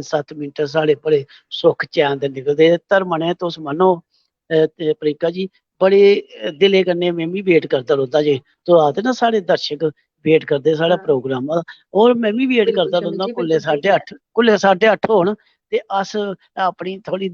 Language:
Dogri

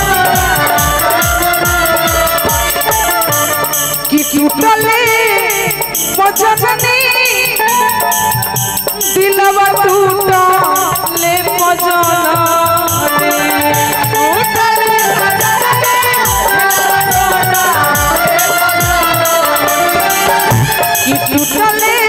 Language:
Bhojpuri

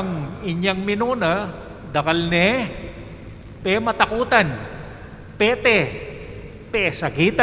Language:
Pampanga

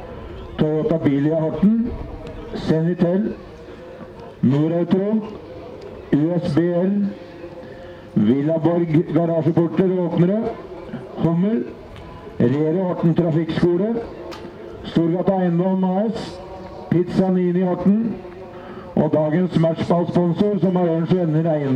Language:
Norwegian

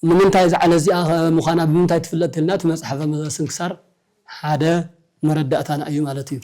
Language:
Tigrinya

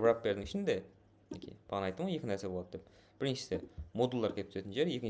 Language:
Kara-Kalpak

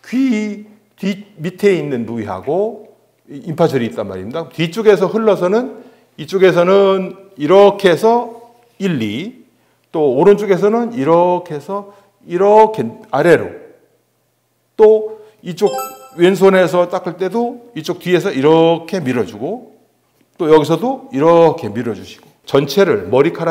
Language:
Korean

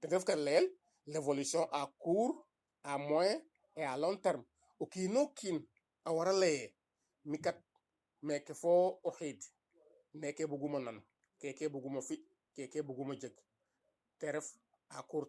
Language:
Serer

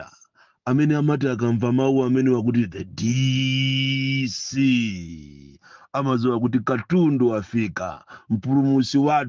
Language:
Nyanja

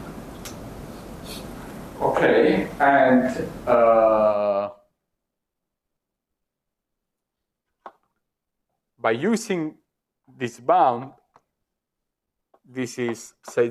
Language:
English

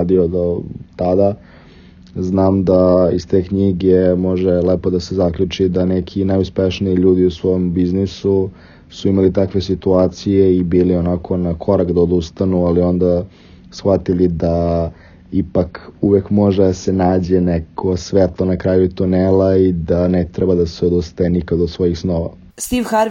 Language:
Serbian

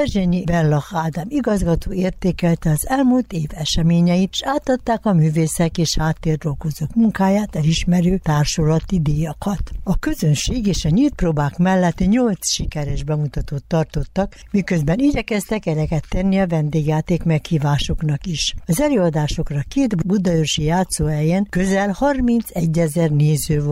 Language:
Hungarian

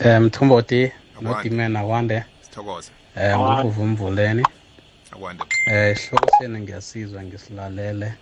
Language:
South Ndebele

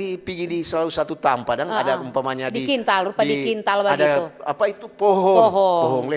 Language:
Manado Malay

